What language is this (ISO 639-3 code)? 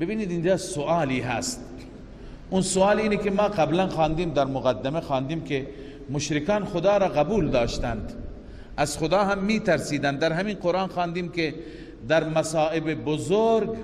fas